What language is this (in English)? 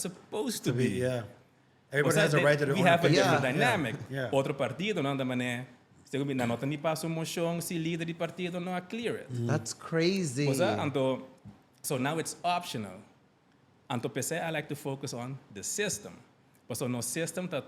Papiamento